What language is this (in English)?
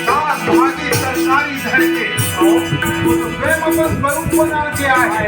Chhattisgarhi